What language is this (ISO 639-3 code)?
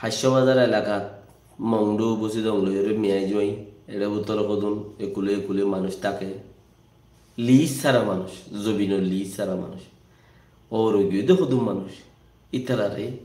rhg